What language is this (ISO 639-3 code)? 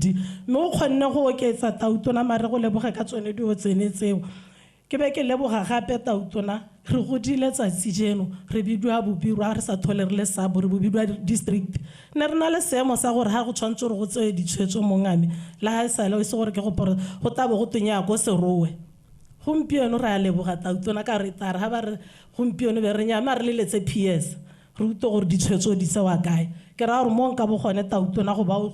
tsn